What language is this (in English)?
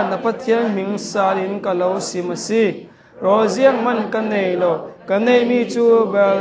Hakha Chin